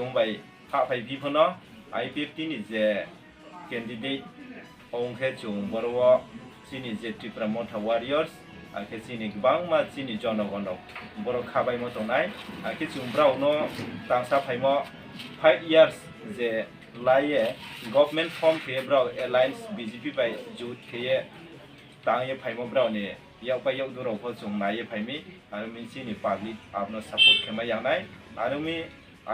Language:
Riang (India)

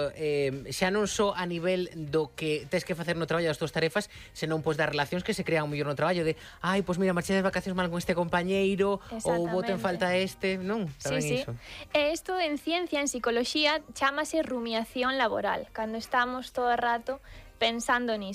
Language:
Galician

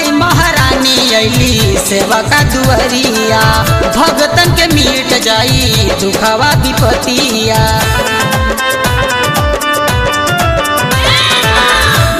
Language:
Bhojpuri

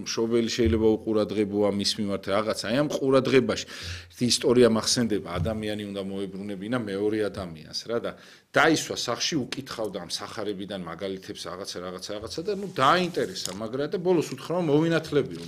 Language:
Georgian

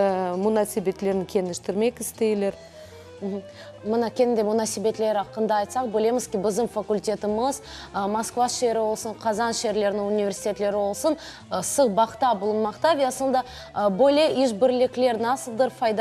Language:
Crimean Tatar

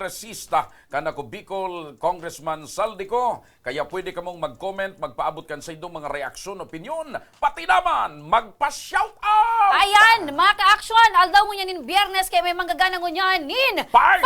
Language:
Bikol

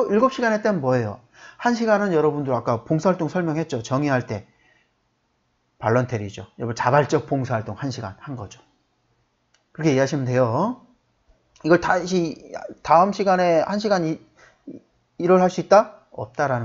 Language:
Korean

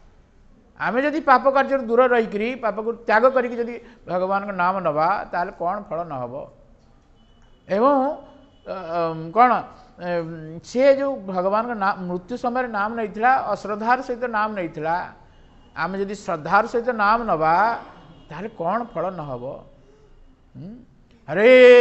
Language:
Odia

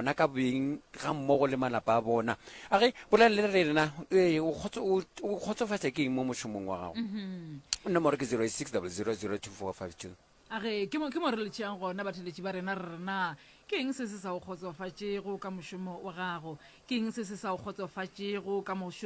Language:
Northern Sotho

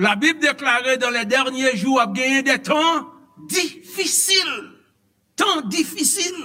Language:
Haitian Creole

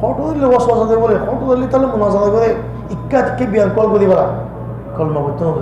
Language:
Rohingya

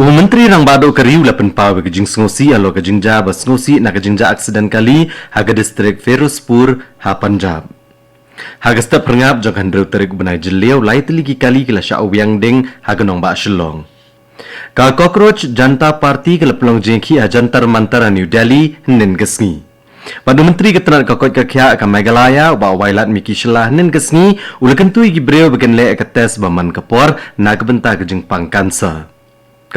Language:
Khasi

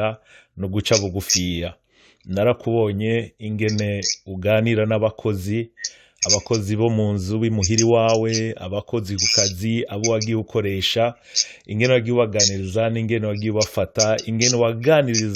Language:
Rundi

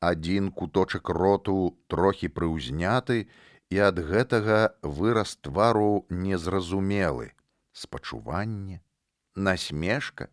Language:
Belarusian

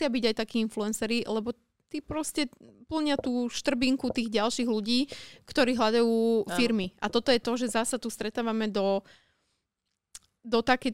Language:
Slovak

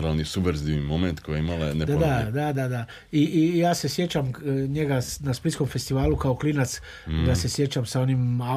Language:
Croatian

